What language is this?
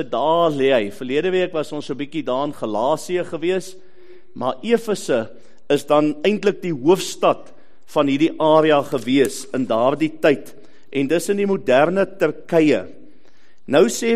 Afrikaans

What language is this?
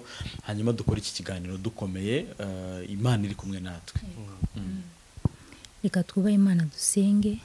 Kinyarwanda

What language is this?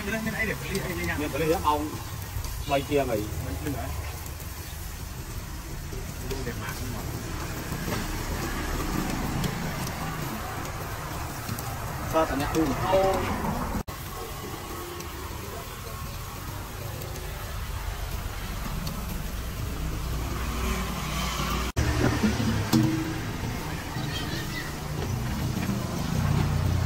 Vietnamese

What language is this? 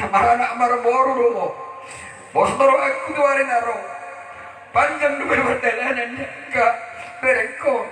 Batak Toba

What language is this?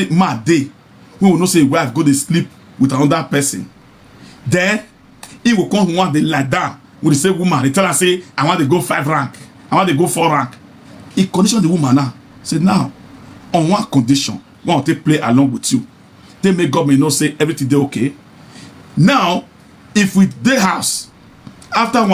Nigerian Pidgin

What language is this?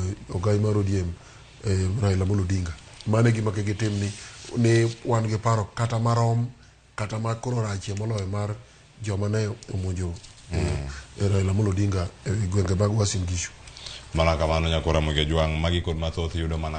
Luo (Kenya and Tanzania)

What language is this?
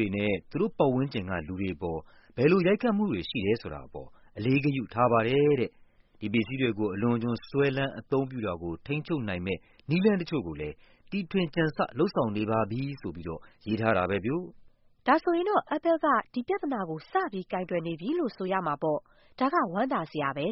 Burmese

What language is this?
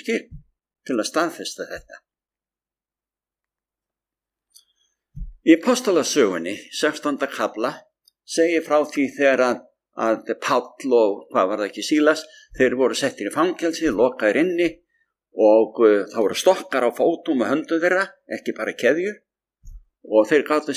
Icelandic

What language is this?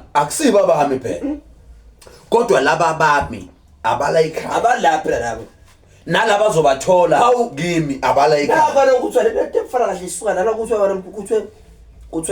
Zulu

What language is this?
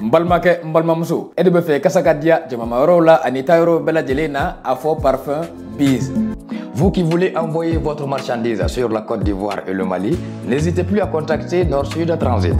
Bambara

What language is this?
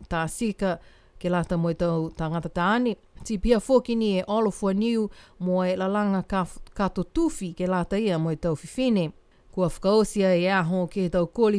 Niuean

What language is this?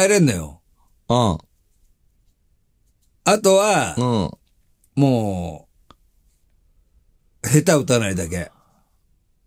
Japanese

